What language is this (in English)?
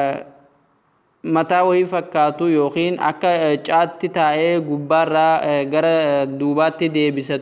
Oromo